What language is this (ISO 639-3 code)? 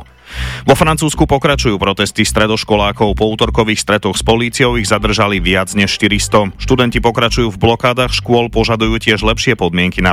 slk